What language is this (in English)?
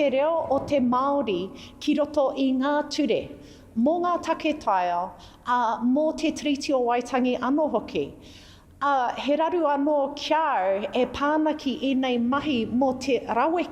Māori